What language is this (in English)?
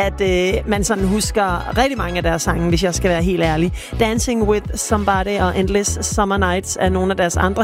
Danish